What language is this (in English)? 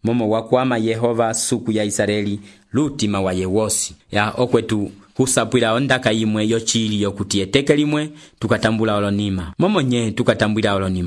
Umbundu